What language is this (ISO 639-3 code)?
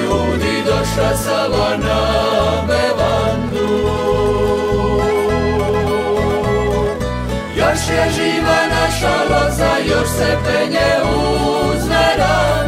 hrv